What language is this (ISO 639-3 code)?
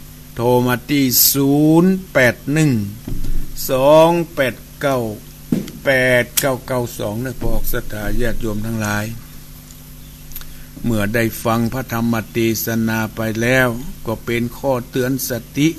tha